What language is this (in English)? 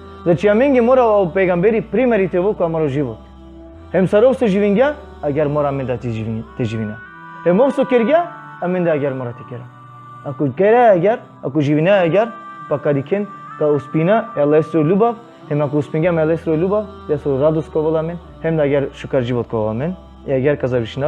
Balkan Romani